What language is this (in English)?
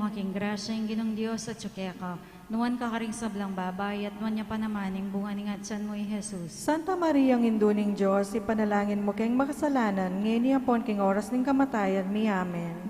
Pampanga